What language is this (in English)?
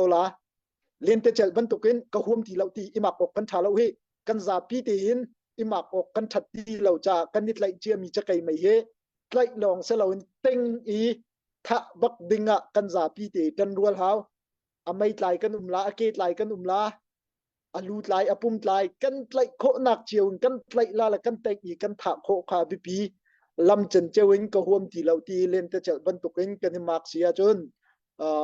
Hakha Chin